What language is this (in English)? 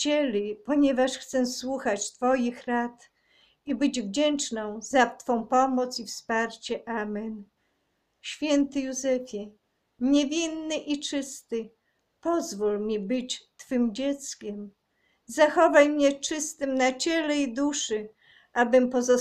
Polish